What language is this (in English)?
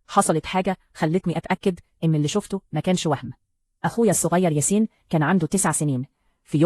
Egyptian Arabic